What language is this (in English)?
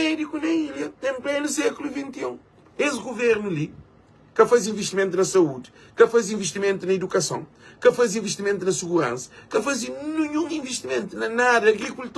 Kabuverdianu